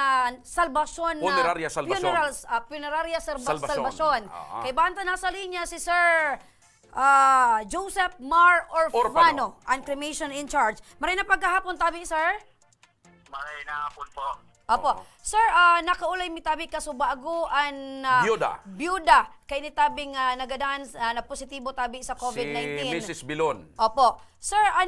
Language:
Bikol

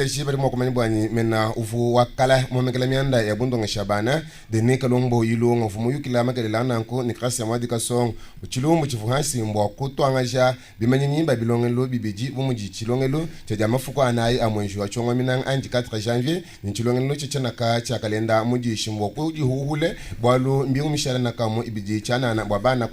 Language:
Luba-Lulua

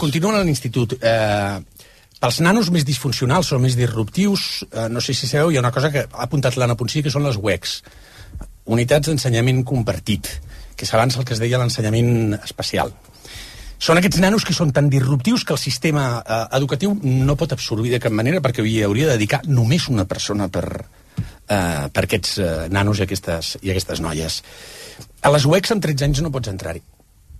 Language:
Catalan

